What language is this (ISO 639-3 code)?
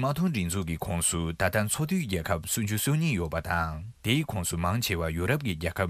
bod